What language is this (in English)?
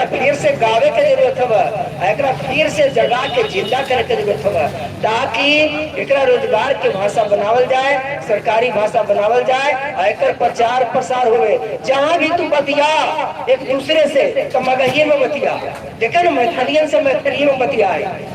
Magahi